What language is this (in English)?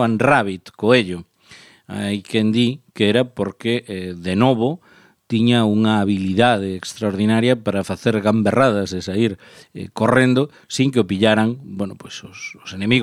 Galician